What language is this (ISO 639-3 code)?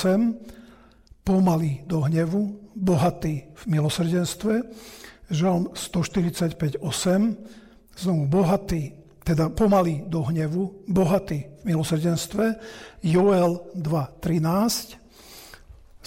slk